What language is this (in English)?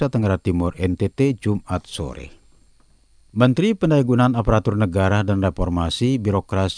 Indonesian